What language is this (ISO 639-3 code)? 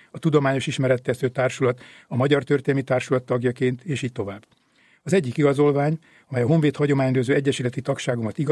hun